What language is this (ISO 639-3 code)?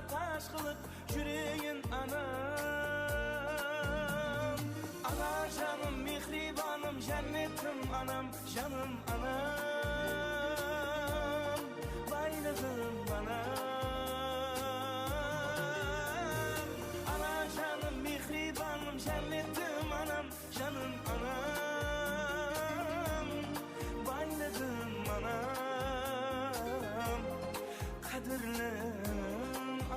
kaa